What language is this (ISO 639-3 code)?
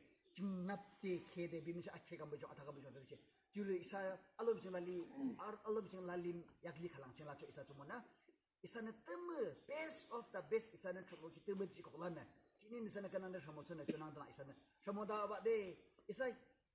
yim